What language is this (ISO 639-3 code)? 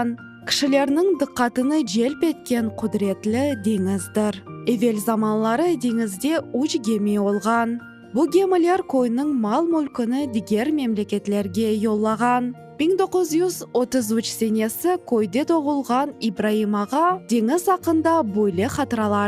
crh